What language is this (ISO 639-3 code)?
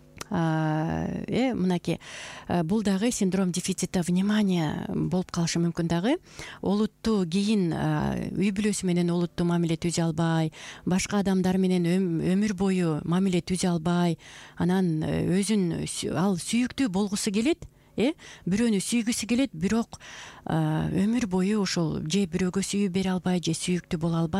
kir